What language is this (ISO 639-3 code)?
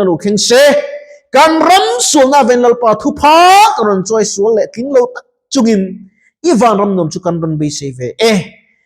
lus